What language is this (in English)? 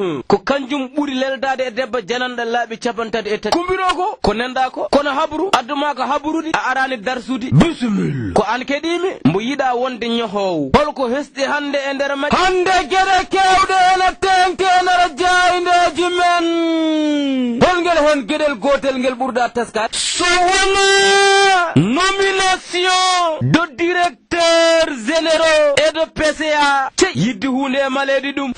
Fula